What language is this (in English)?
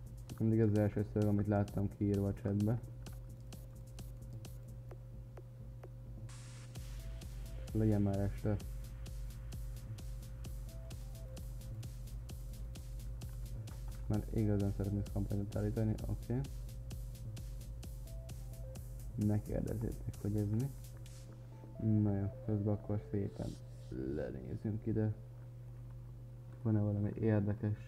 Hungarian